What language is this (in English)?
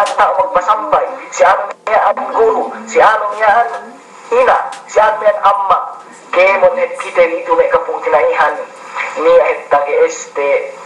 Yakan